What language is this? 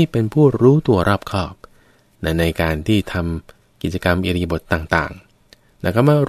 Thai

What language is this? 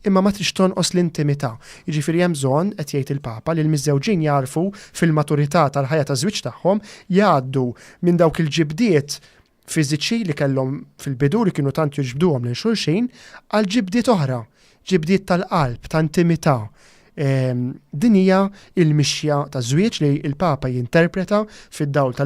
Maltese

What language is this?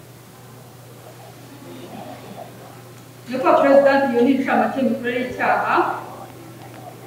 Kinyarwanda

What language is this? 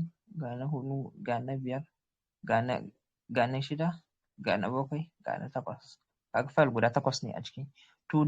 Hausa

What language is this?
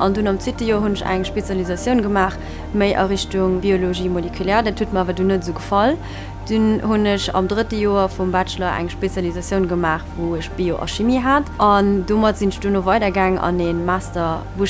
Luxembourgish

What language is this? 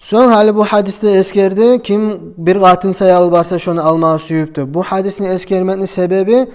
Kumyk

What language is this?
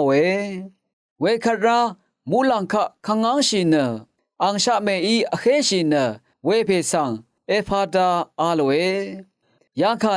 Rawang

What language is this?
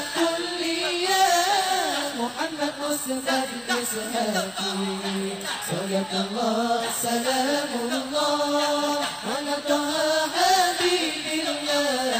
Arabic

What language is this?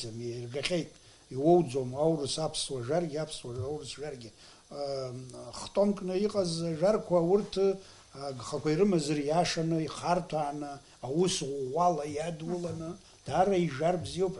Abkhazian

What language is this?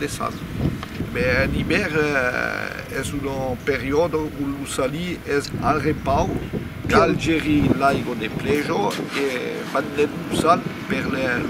Occitan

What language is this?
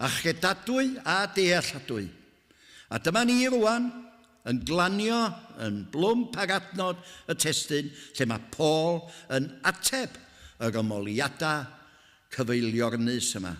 Welsh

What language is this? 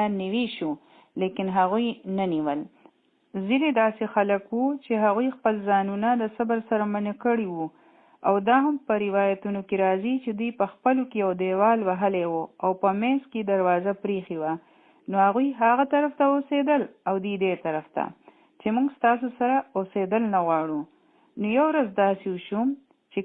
Pashto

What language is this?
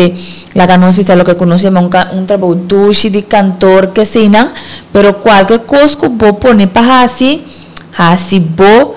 Papiamento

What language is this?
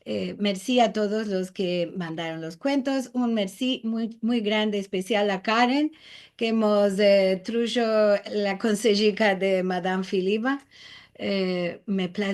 Ladino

